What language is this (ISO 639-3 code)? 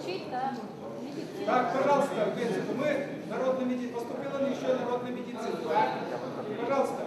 chv